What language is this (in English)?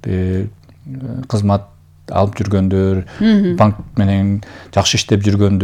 Kyrgyz